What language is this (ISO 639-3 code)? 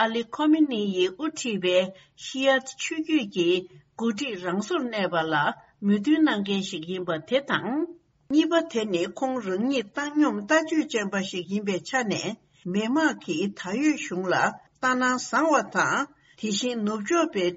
bod